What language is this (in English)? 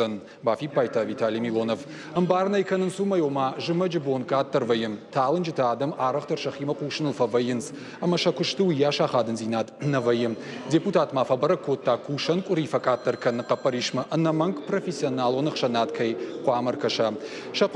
Ossetic